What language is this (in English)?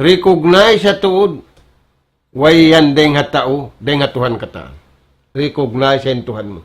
Tausug